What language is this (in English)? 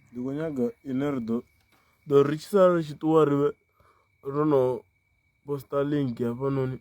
Venda